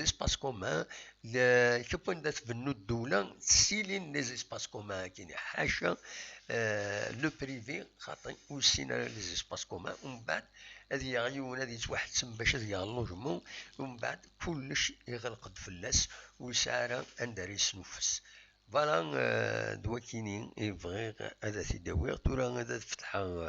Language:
Kabyle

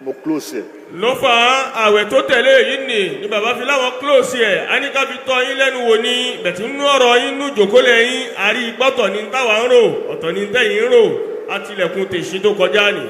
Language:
Yoruba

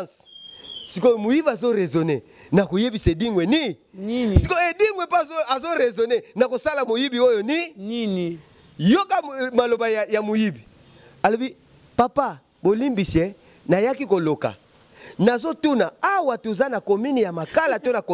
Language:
Lingala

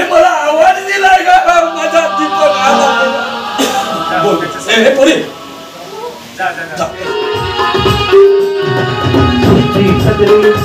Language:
Marathi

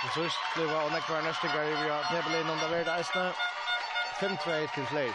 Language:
Faroese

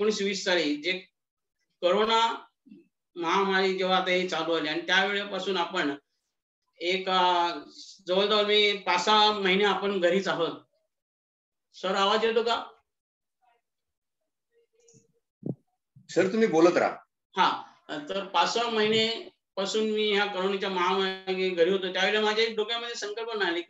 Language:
Marathi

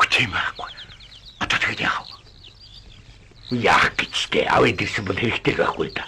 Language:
Mongolian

